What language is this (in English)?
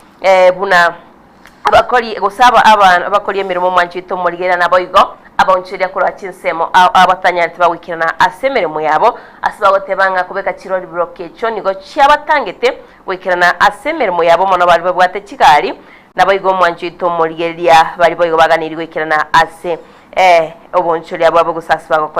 Gusii